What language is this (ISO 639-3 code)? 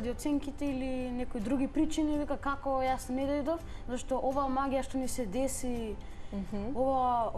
mkd